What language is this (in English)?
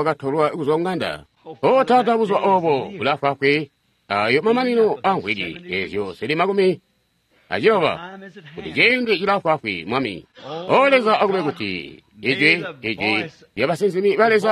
Tonga (Zambia)